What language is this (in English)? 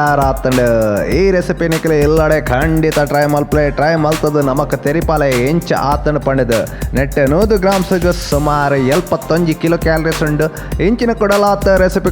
Tulu